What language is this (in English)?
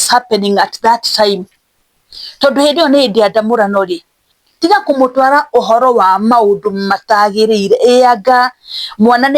Kikuyu